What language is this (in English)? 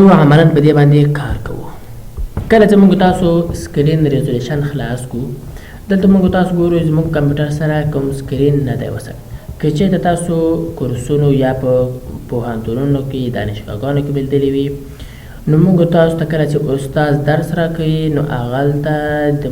Pashto